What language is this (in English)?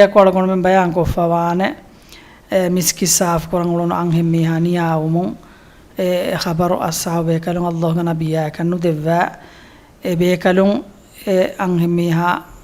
Divehi